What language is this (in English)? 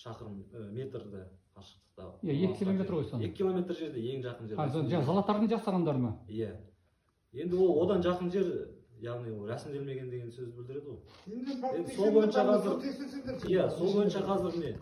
Kazakh